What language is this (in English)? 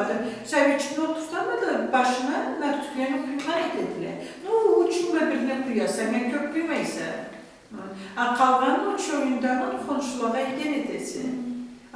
Karachay-Balkar